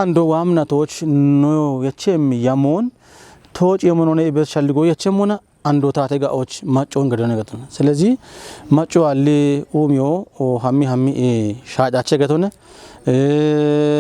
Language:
Kafa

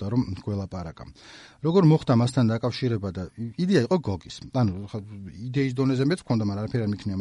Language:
Georgian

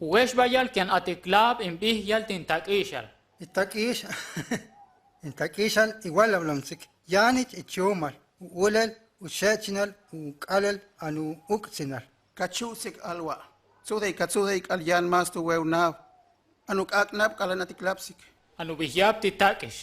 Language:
Huastec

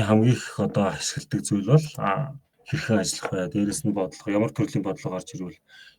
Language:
Mongolian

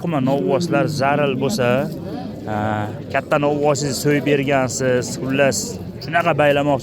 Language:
Uzbek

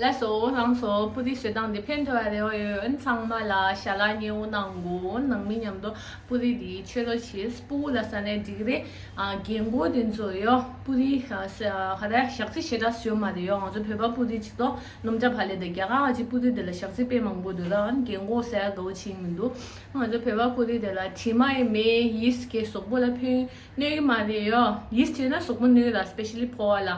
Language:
Tibetan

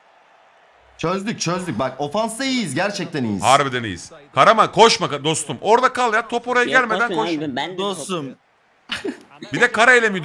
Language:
Turkish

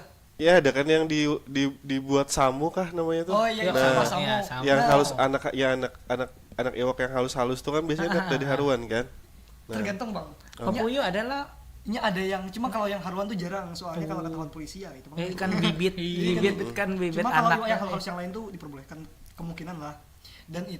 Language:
Banjar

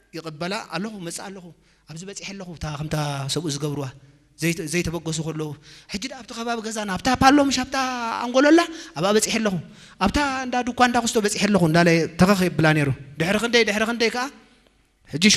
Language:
Tigrinya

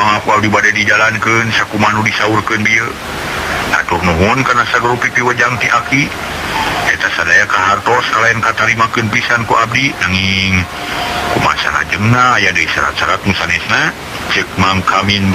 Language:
Sundanese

